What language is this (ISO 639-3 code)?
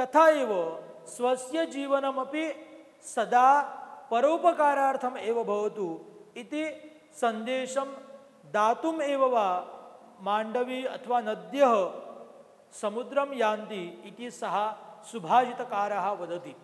san